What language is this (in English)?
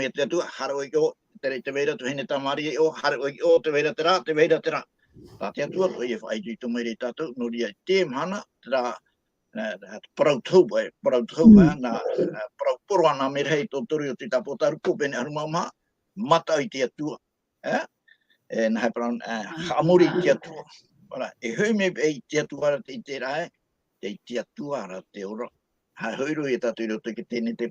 Tahitian